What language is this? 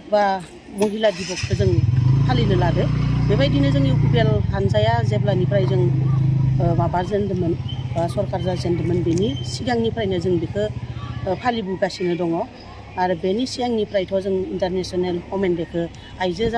Bodo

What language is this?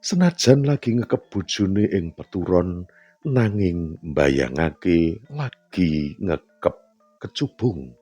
Javanese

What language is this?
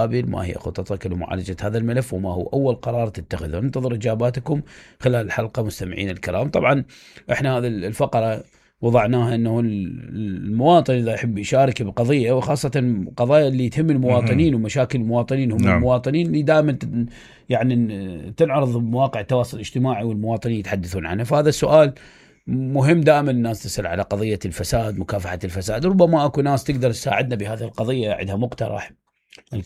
Mesopotamian Arabic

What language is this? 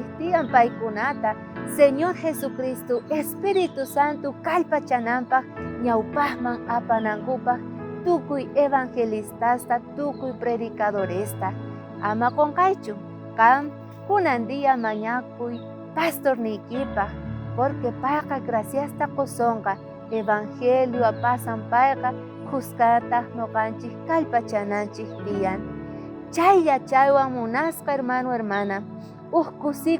South Bolivian Quechua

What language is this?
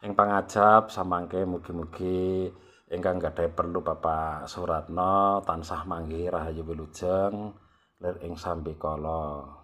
Javanese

